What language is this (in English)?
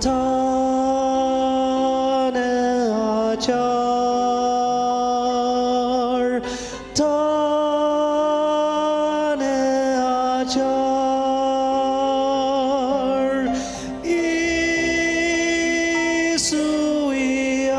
Ao Naga